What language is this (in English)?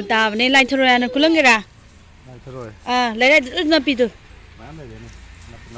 Manipuri